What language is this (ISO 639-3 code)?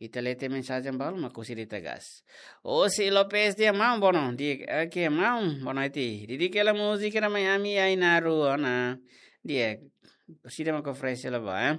tet